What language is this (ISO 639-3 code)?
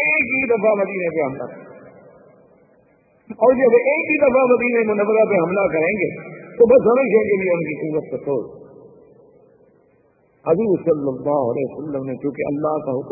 urd